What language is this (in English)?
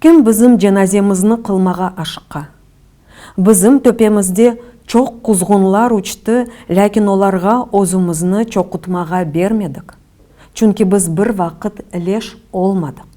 Crimean Tatar